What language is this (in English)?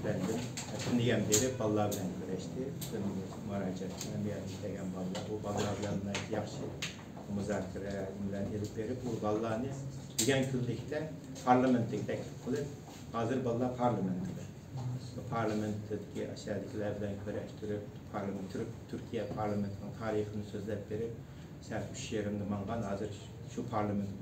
Uyghur